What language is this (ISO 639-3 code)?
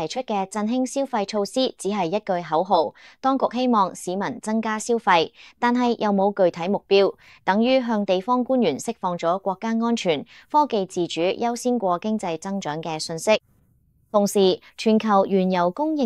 yue